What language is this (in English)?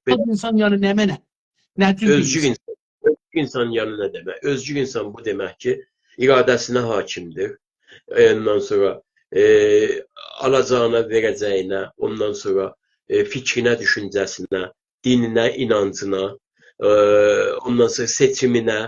South Azerbaijani